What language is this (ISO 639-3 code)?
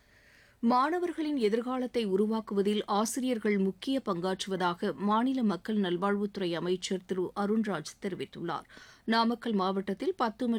tam